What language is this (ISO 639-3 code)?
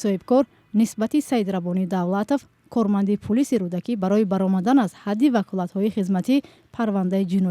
tgk